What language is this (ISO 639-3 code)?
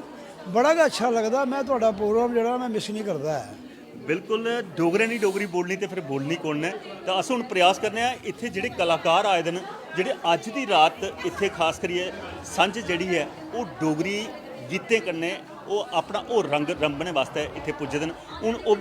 doi